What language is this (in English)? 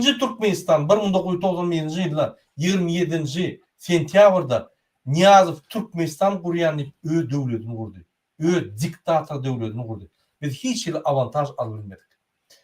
Turkmen